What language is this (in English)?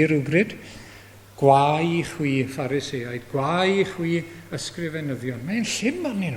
Welsh